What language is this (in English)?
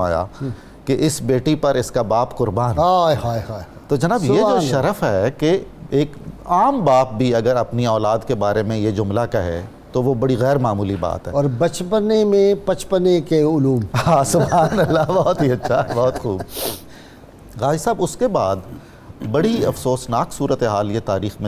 Urdu